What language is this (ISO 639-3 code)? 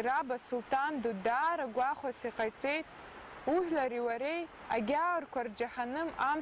abk